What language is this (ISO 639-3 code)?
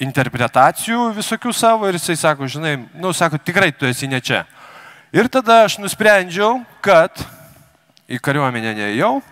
lit